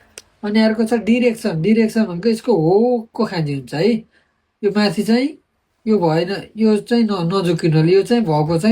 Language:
Nepali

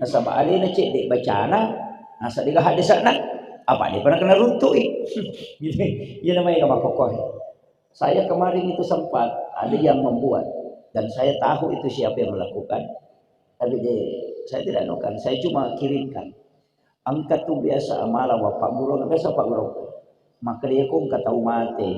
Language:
Buginese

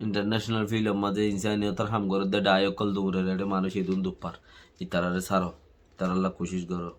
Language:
Rohingya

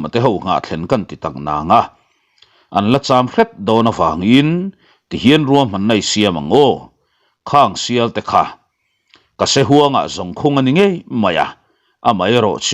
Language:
Mizo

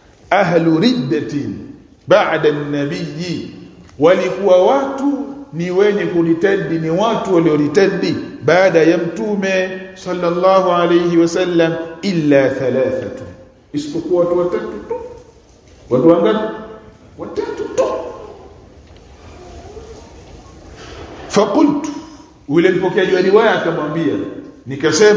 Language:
Swahili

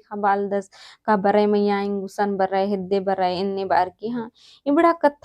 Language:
Kurukh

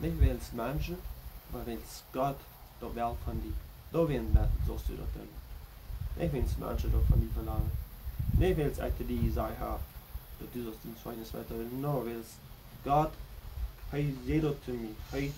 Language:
Plautdietsch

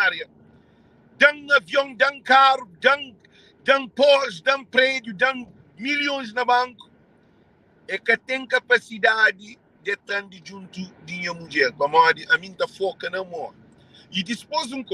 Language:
Kabuverdianu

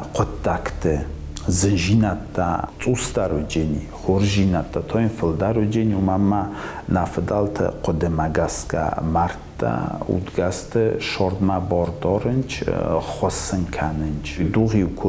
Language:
Ossetic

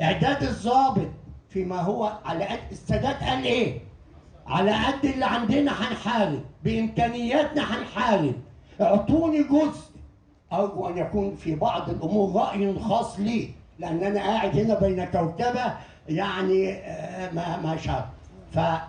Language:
Egyptian Arabic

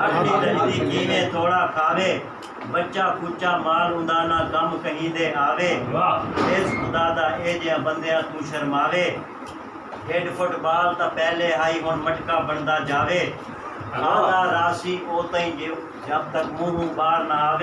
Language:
Saraiki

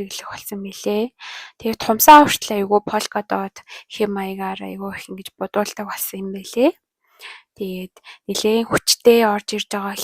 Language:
Mongolian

